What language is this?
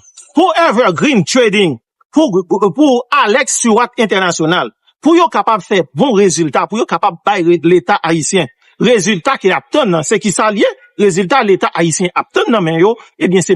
Haitian Creole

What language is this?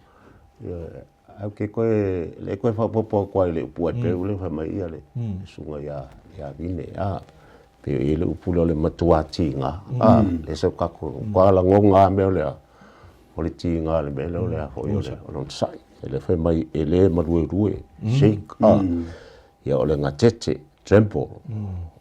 Samoan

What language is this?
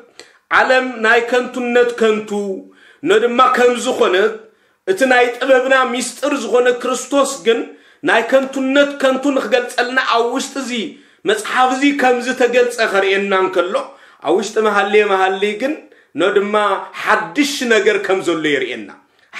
Tigrinya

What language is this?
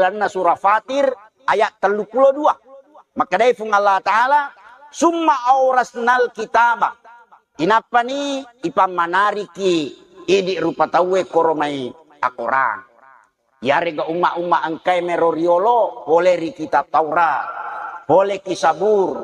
Buginese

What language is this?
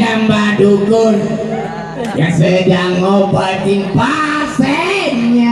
Achinese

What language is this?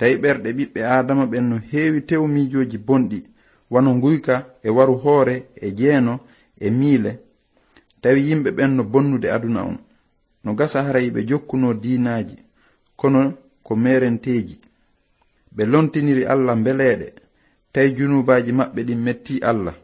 Fula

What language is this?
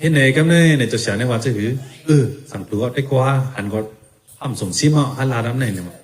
Shan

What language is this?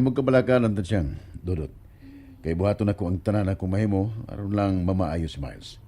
Cebuano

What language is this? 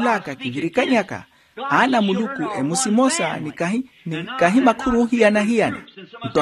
Makhuwa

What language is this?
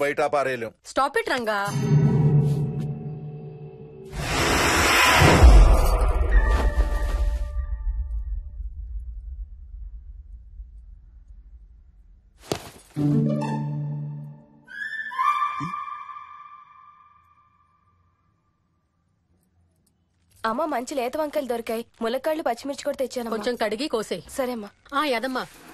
Telugu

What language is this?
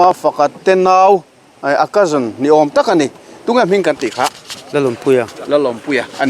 Mizo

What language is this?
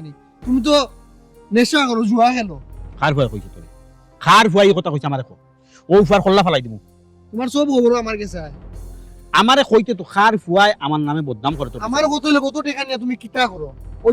Sylheti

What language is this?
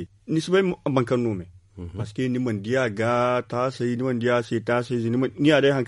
Zarma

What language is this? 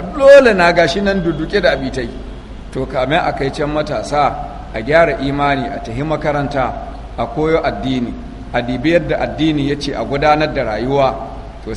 Hausa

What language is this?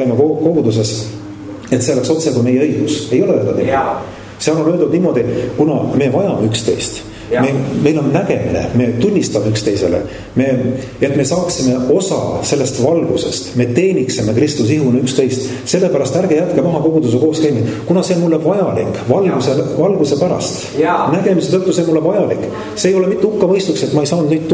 Estonian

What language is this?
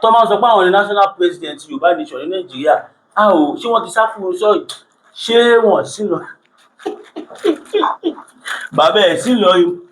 Yoruba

